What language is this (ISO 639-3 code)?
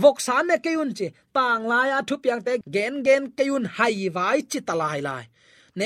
ctd